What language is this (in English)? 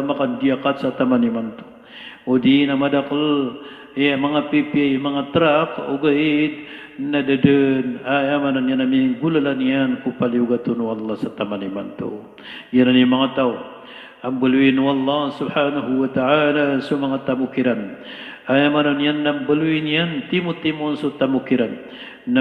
Maranao